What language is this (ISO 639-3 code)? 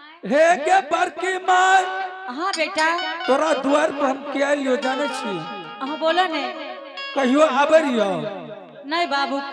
anp